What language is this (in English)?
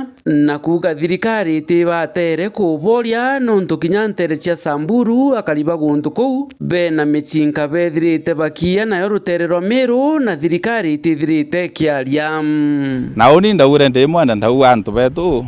Meru